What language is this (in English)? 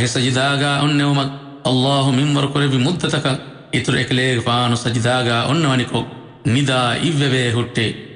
Divehi